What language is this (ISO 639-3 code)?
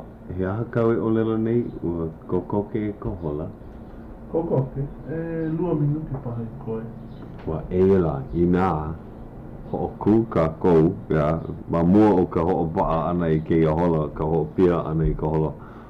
haw